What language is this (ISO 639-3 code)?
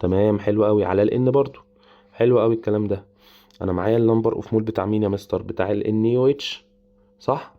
arz